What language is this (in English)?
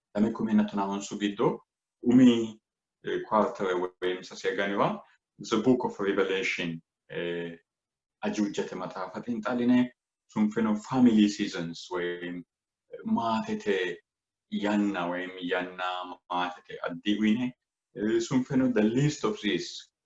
Sidamo